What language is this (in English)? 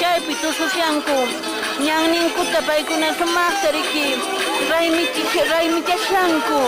Quechua